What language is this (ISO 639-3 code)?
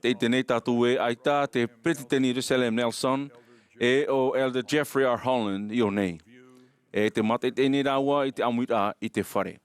tah